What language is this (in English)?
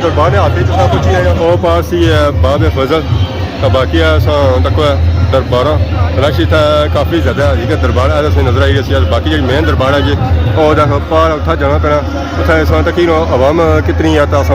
Pahari-Potwari